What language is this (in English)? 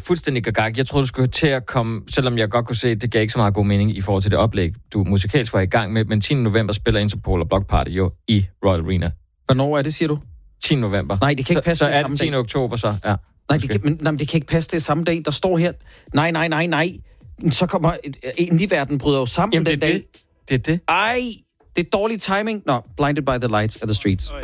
Danish